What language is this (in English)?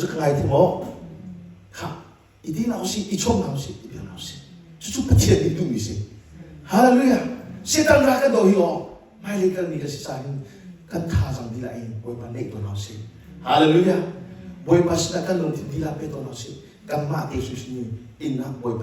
Hakha Chin